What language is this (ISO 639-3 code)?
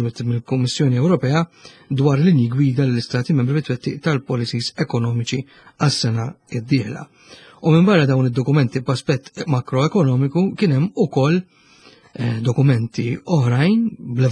mlt